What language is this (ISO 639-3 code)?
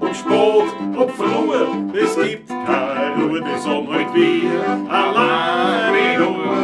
bar